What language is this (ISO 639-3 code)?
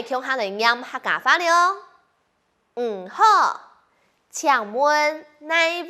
hak